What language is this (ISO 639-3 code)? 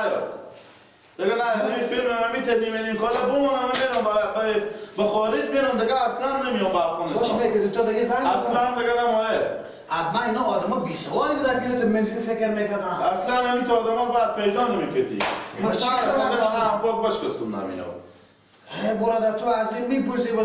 fas